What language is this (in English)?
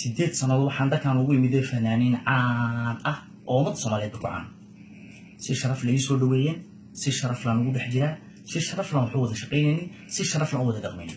Somali